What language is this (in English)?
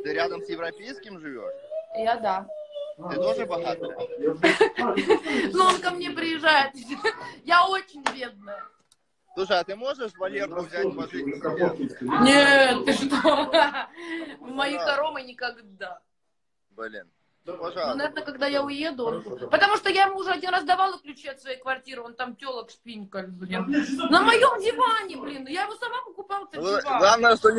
Russian